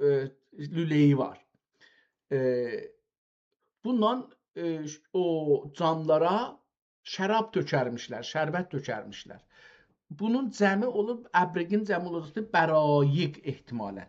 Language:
South Azerbaijani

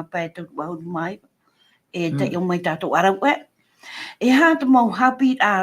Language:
Tahitian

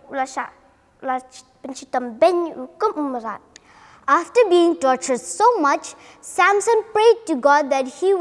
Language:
Khasi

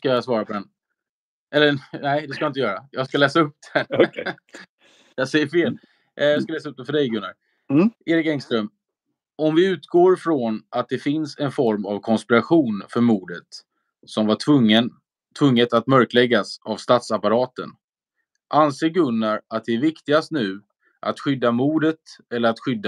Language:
Swedish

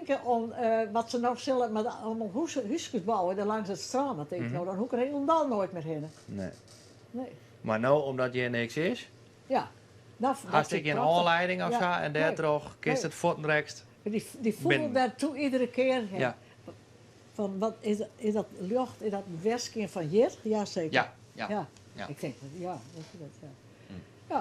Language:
Western Frisian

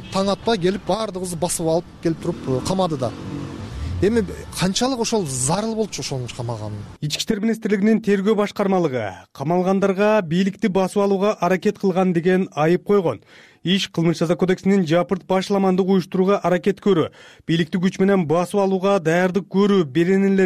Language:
Kyrgyz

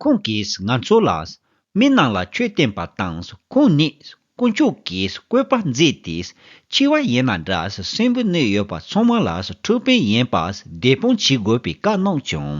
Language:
Tibetan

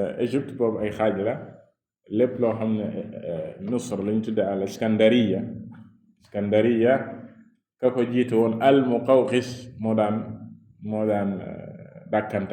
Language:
Wolof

